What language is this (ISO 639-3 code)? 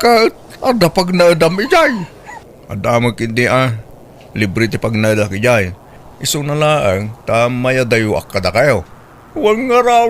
ilo